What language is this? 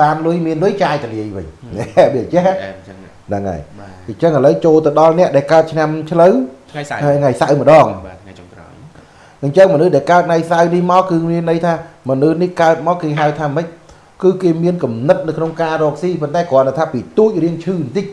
Khmer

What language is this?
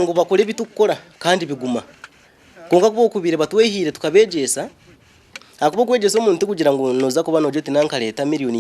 Nyankole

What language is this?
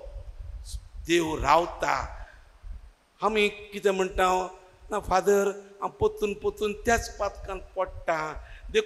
Konkani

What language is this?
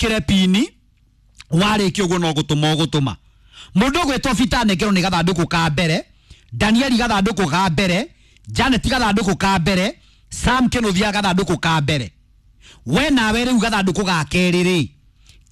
Kikuyu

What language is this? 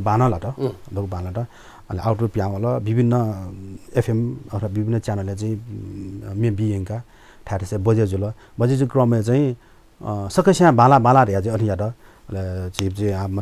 Newari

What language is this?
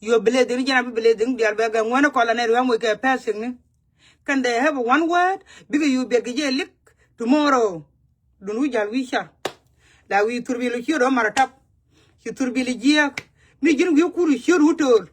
Nuer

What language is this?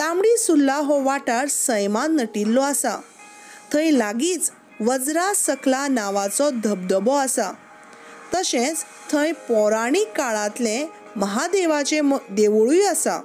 Konkani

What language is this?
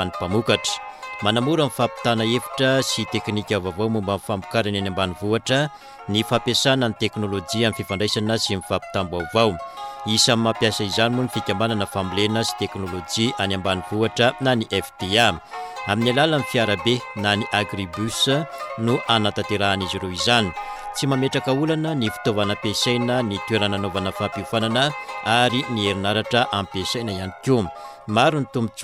Malagasy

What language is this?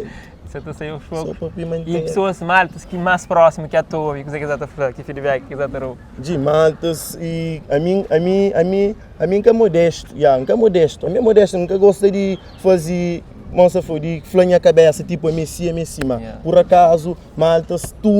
Kabuverdianu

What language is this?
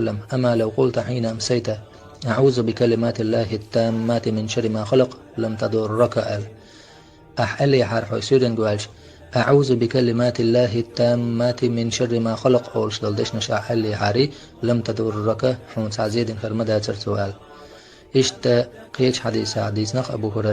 Chechen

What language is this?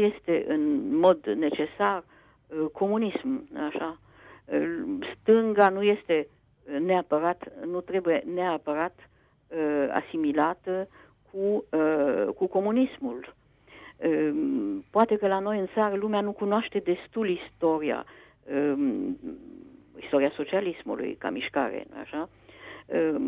Romanian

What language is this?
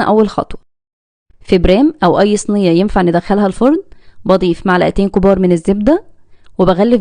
Egyptian Arabic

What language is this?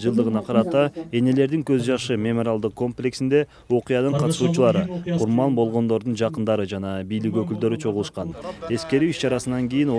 Kyrgyz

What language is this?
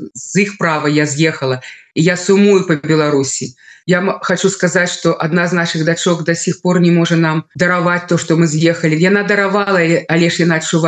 Belarusian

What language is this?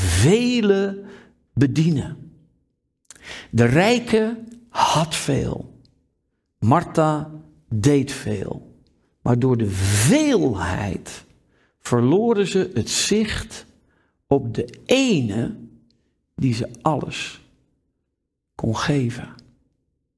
Dutch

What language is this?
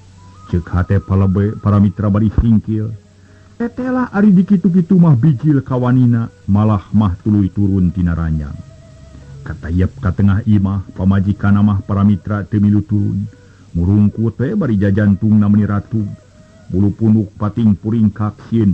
Sundanese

